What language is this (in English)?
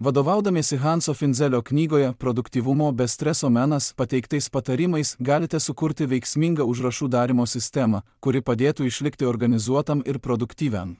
Lithuanian